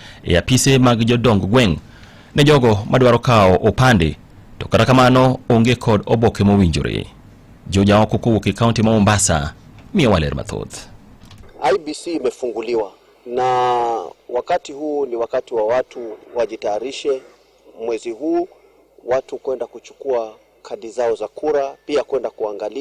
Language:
Luo (Kenya and Tanzania)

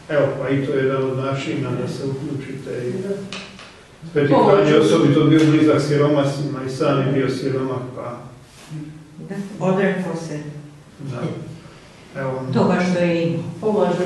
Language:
Croatian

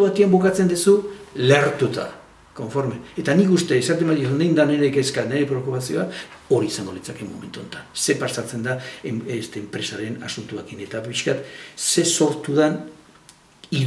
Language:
Basque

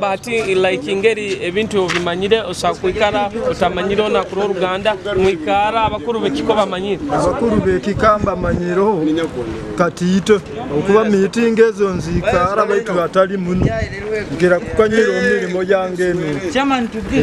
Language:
Nyoro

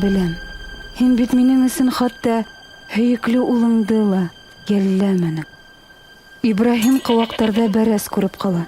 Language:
Bashkir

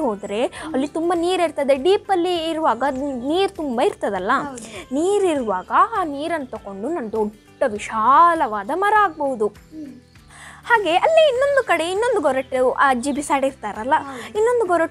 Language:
Kannada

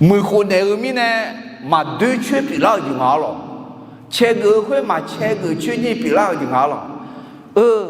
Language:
Akha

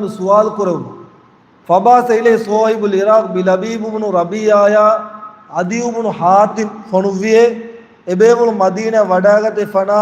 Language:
Divehi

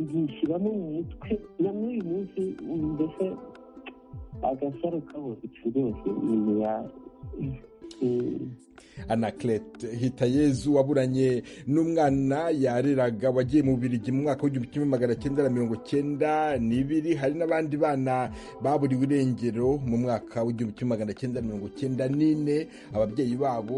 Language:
Kinyarwanda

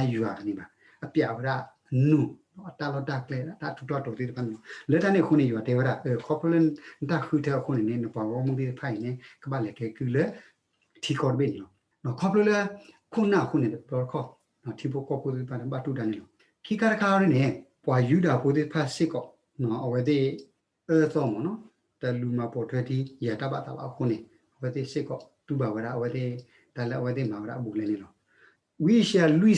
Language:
S'gaw Karen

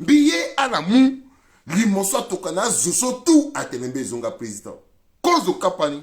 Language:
Sango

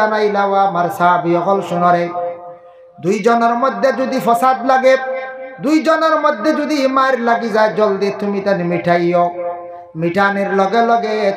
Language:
Sylheti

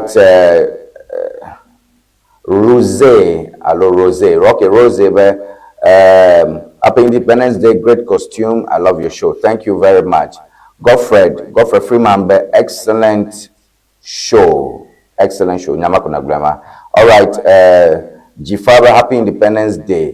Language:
Ewe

